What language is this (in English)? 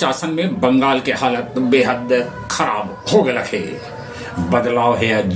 Magahi